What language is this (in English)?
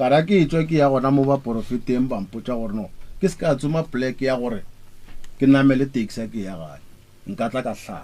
Northern Sotho